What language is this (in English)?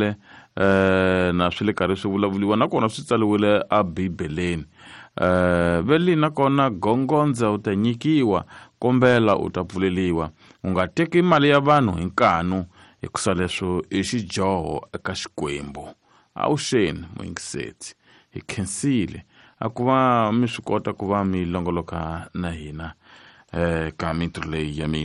Tsonga